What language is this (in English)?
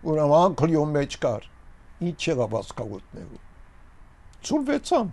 Armenian